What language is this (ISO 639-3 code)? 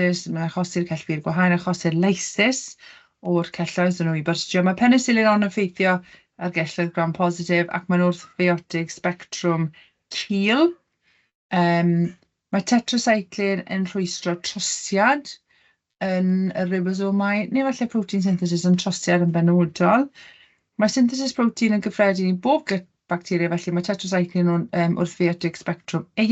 cym